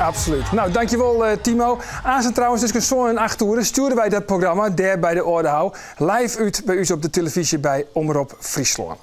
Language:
Western Frisian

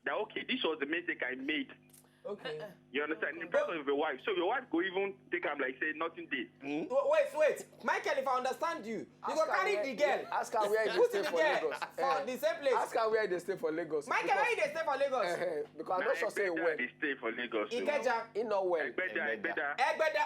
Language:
Nigerian Pidgin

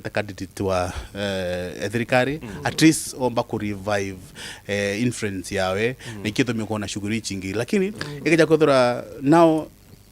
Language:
Meru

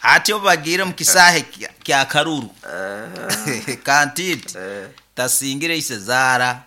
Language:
Nyoro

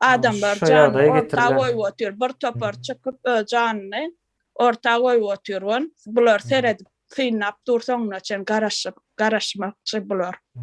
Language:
Turkmen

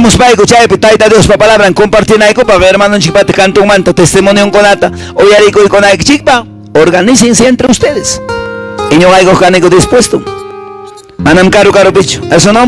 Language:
Quechua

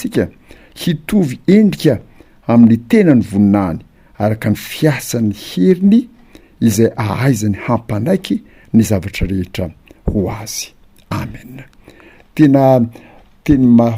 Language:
Malagasy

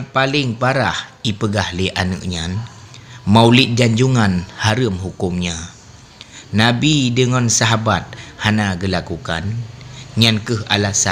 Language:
Achinese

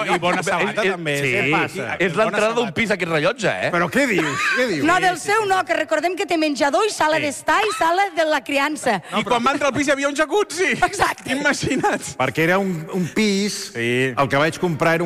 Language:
Catalan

